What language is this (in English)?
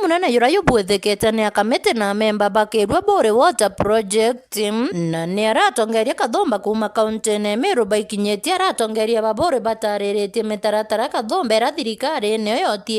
Meru